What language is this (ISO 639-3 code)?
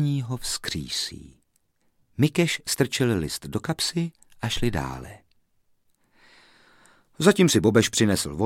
ces